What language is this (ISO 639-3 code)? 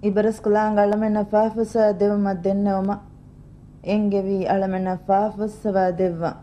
div